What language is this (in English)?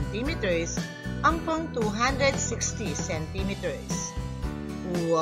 Pampanga